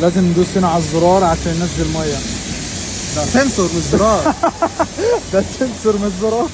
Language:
Egyptian Arabic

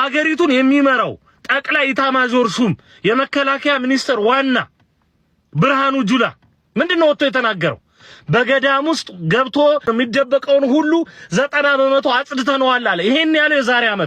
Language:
Amharic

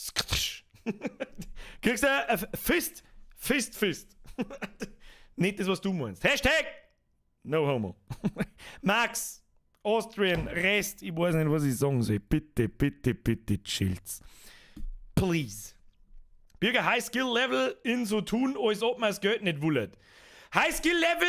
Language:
Bavarian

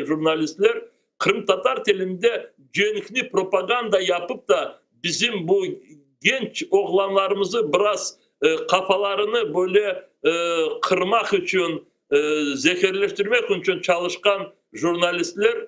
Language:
Crimean Tatar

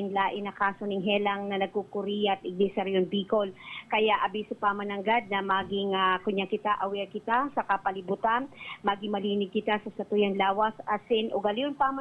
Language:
Bikol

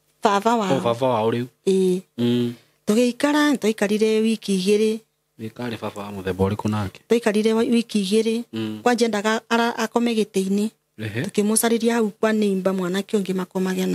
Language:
Kikuyu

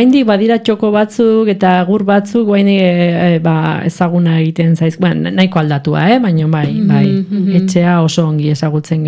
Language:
Basque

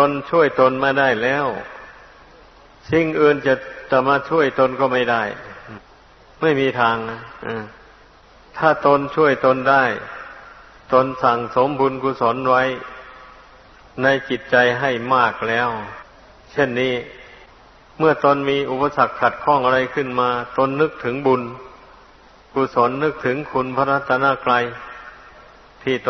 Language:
Thai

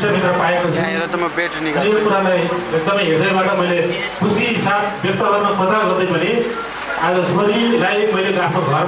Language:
Nepali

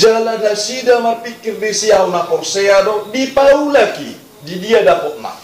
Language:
Batak Toba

